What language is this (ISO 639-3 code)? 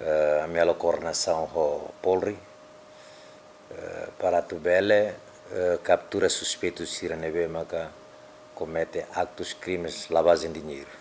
tet